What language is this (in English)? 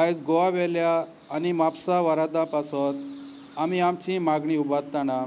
Konkani